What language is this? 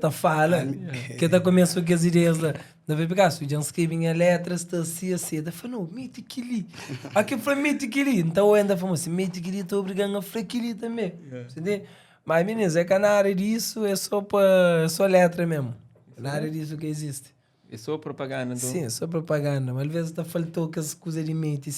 Kabuverdianu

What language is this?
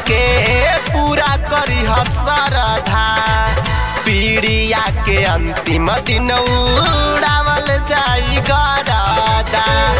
Bhojpuri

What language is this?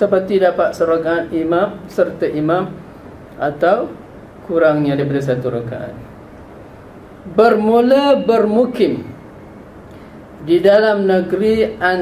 Malay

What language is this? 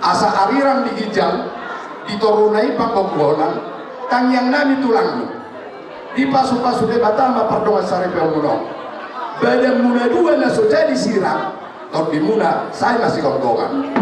Batak Toba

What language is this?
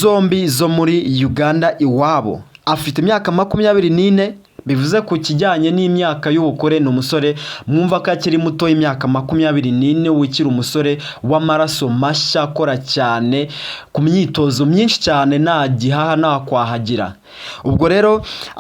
Kinyarwanda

